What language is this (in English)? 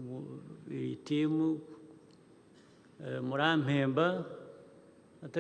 Kinyarwanda